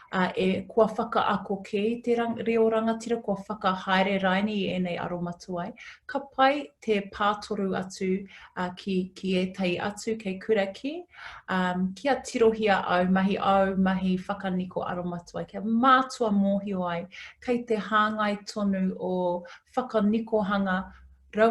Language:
Māori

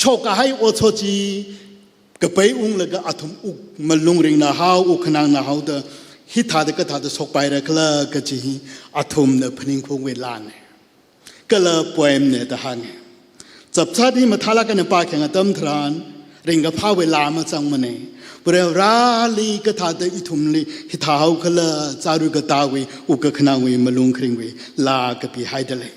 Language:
Tangkhul Naga (India)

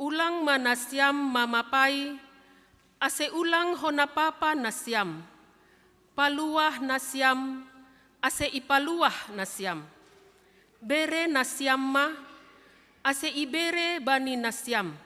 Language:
Batak Simalungun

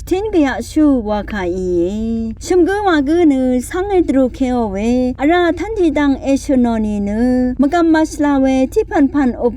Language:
Rawang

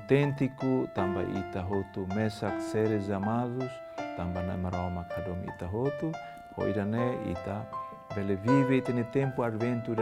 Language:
Tetum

